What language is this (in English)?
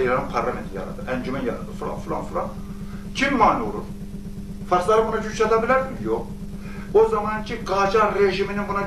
Azerbaijani